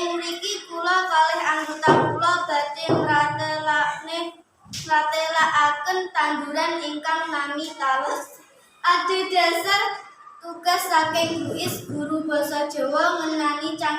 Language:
Javanese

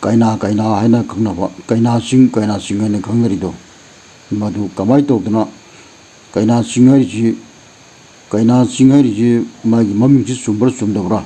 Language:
Manipuri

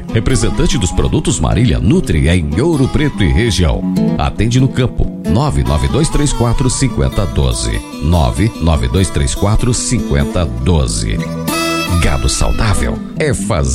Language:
Portuguese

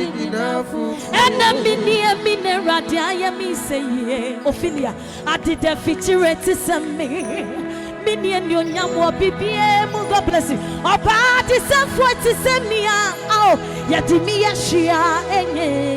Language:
Adangme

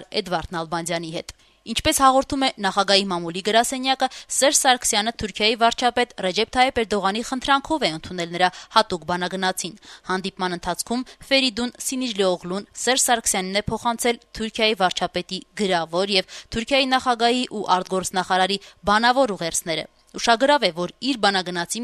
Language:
Armenian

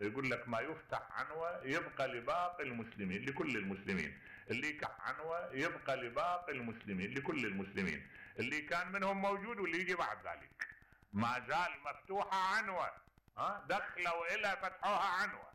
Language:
Mesopotamian Arabic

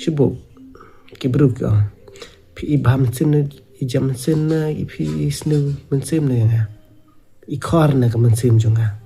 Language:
Khasi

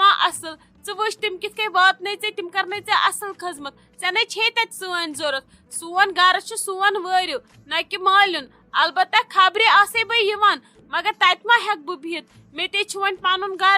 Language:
Kashmiri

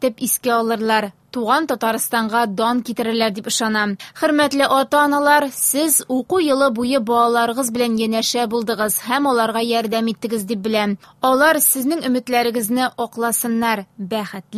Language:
Tatar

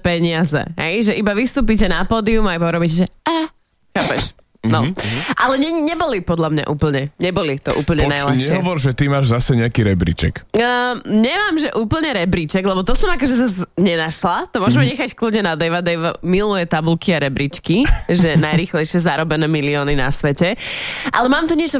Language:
Slovak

